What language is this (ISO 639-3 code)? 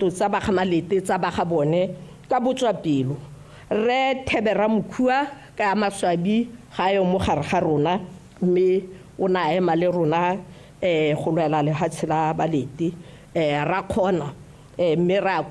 tsn